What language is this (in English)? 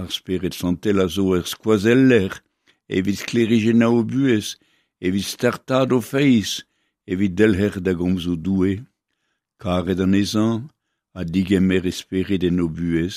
Breton